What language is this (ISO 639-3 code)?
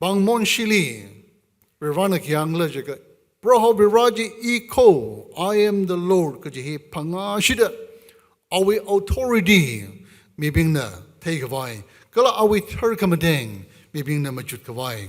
nmf